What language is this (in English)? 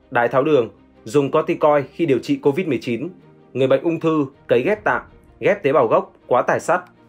Vietnamese